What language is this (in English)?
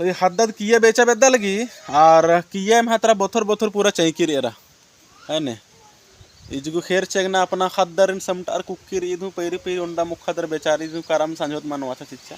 Kurukh